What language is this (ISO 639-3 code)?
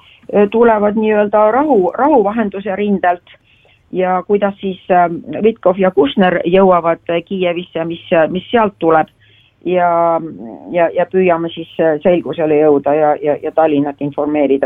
est